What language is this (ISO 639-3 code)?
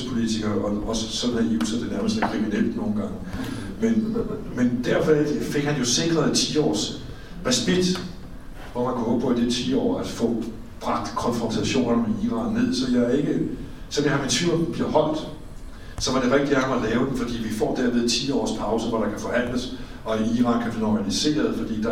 dan